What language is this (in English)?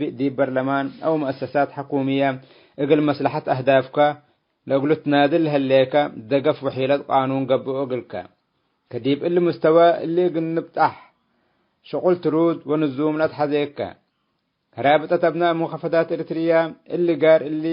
Tigre